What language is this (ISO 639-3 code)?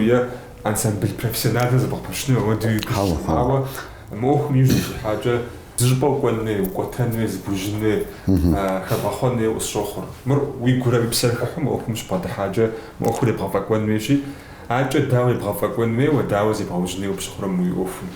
kbd